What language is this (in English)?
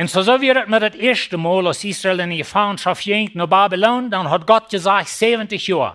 Plautdietsch